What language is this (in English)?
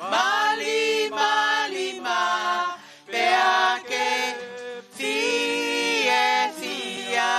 Tongan